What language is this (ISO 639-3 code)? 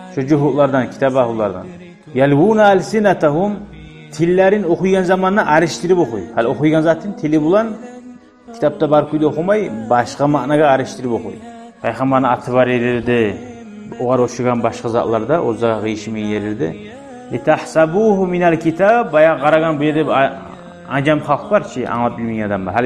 kum